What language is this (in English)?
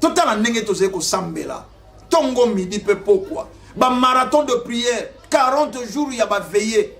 Lingala